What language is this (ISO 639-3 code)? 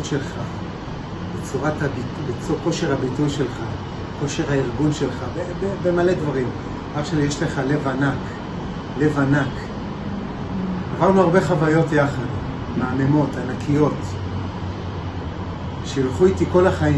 heb